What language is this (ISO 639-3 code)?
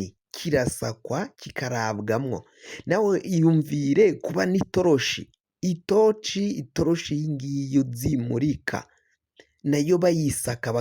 run